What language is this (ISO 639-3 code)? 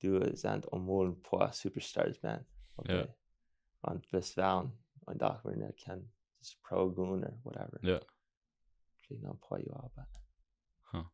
pdt